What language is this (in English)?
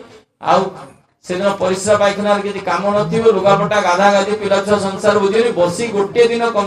Odia